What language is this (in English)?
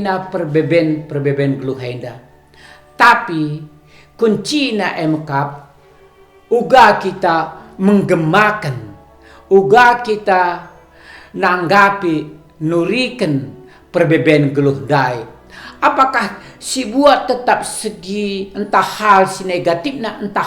Batak Karo